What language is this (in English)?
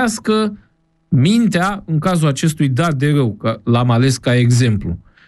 Romanian